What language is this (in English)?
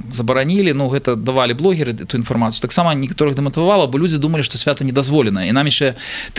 Belarusian